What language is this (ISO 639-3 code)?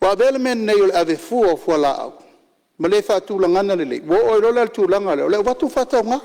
smo